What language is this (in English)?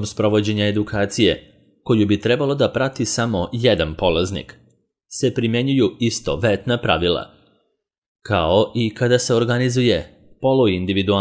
Serbian